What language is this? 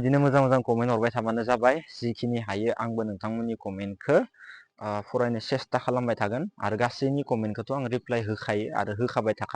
Bodo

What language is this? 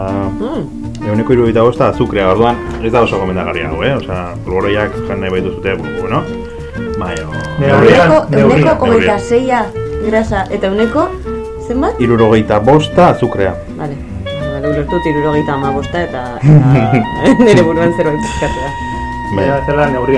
Basque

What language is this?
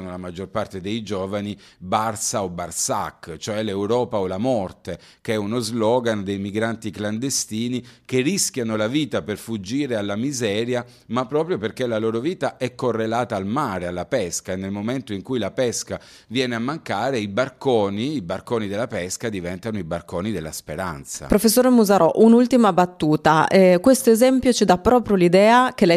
Italian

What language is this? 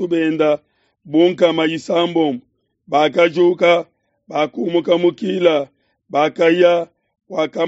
Luba-Lulua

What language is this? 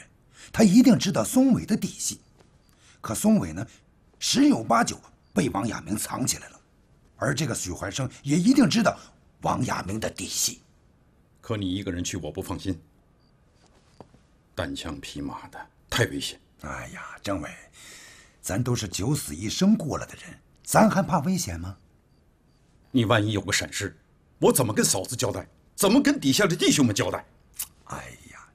Chinese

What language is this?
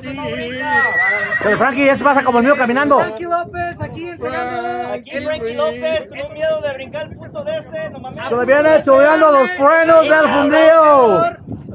Spanish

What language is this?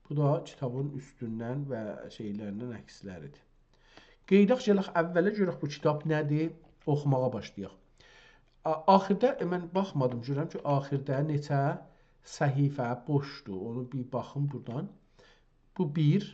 South Azerbaijani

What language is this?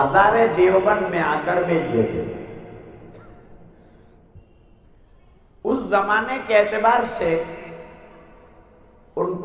Urdu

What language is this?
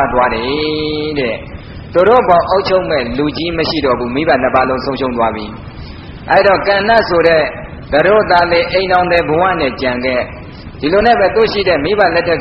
Burmese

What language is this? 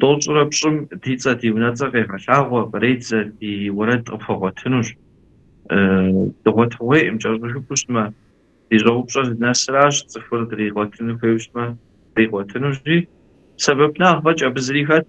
Kabardian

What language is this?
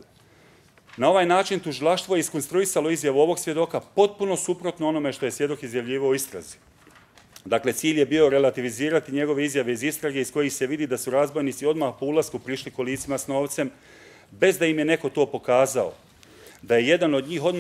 Bosnian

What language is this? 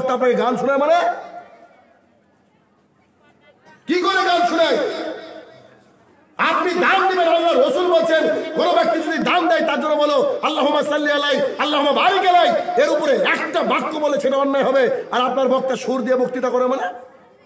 Bangla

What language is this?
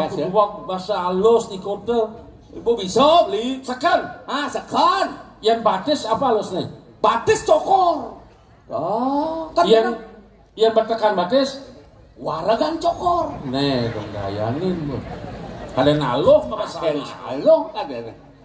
Balinese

